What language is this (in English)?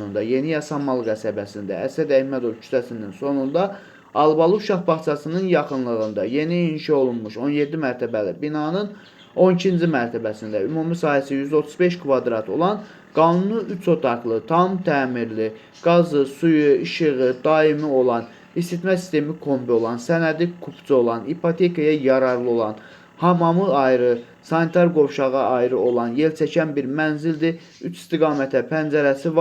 Azerbaijani